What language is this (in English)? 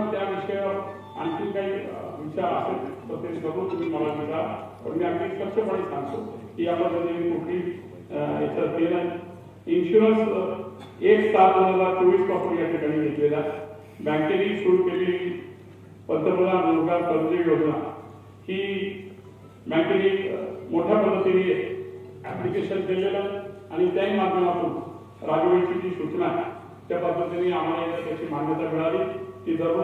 Marathi